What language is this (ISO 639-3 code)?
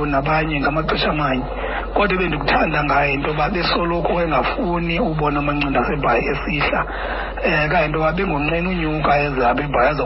xho